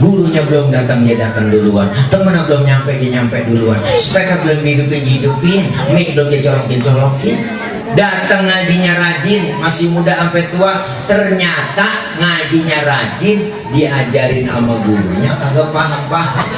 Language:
Betawi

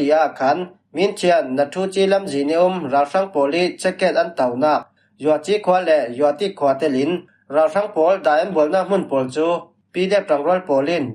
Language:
Falam Chin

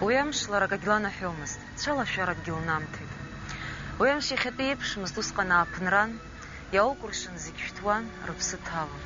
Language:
Abkhazian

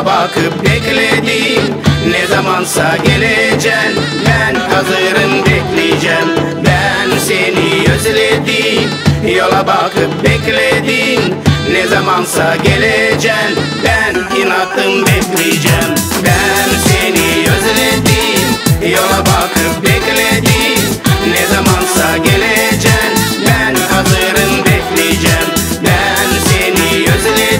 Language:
Gagauz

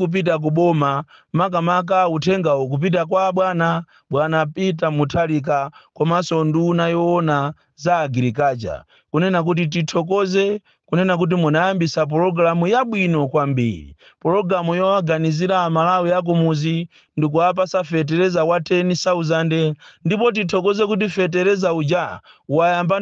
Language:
Nyanja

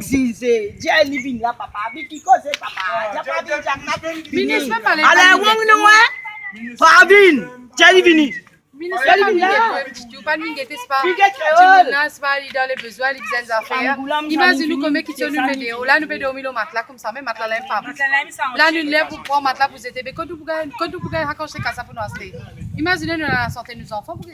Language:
Morisyen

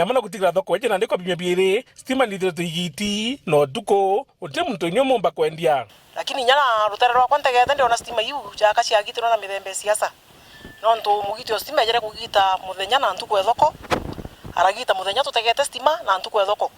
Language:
Meru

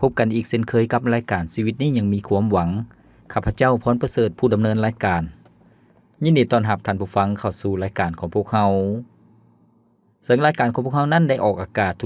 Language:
Lao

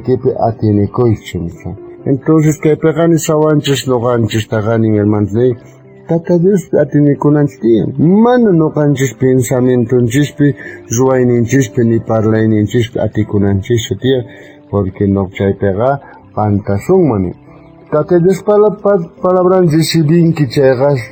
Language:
South Bolivian Quechua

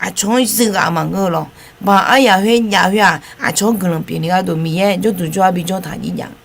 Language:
Akha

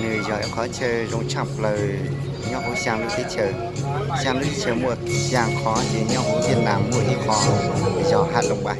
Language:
Hmong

